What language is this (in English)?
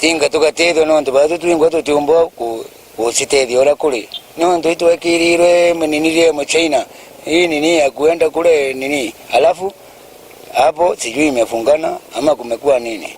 Meru